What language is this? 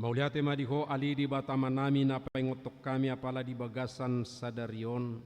Batak Toba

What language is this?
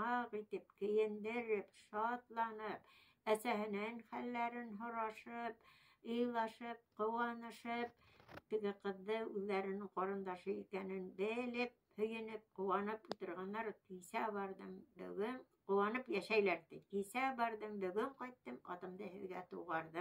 Bashkir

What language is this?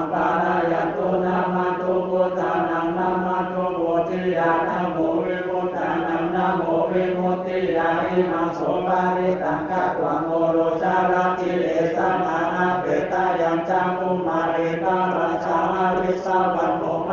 Pali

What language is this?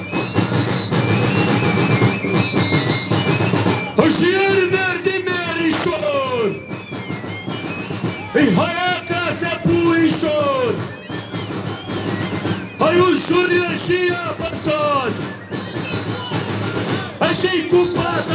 Romanian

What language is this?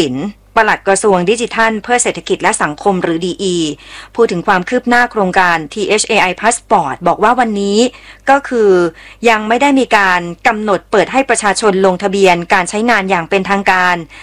Thai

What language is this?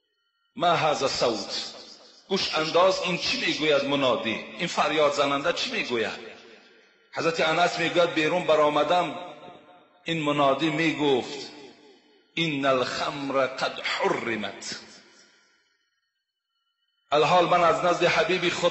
Persian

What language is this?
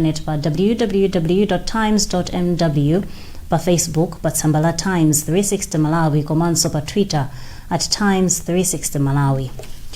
Nyanja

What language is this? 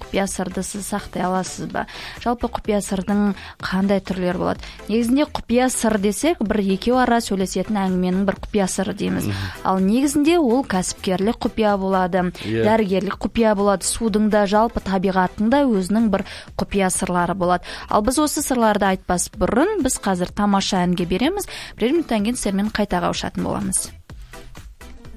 Kazakh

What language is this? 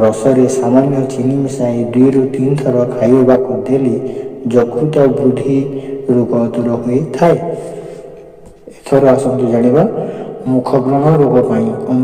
Odia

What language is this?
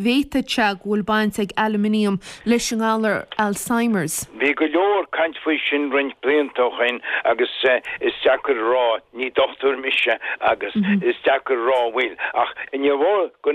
Irish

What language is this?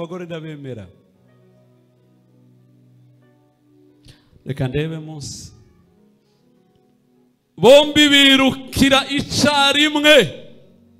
Kinyarwanda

